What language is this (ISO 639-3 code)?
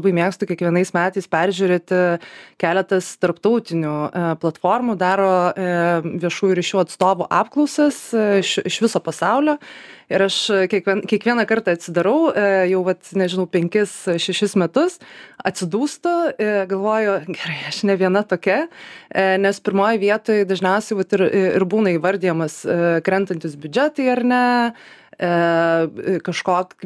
lit